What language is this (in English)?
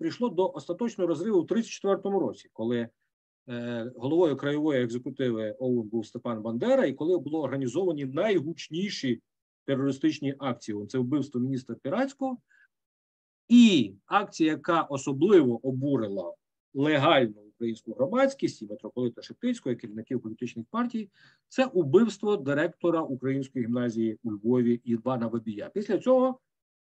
Ukrainian